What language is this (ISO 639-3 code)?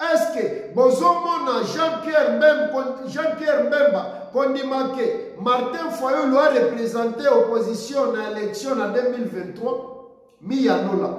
lin